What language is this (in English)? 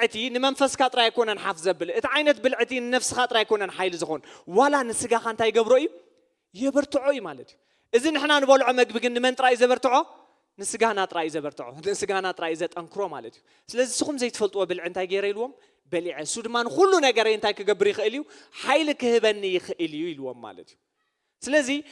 Tigrinya